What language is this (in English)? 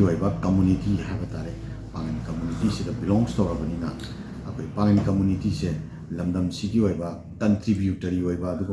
Manipuri